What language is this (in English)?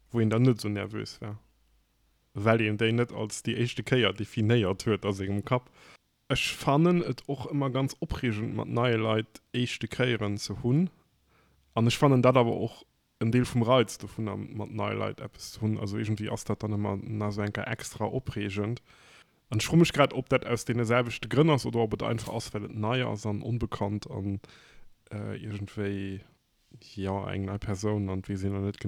Luxembourgish